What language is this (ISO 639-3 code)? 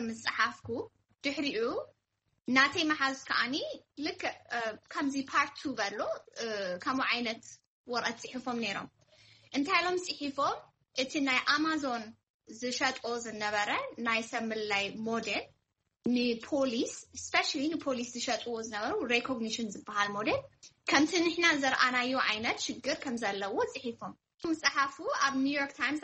tir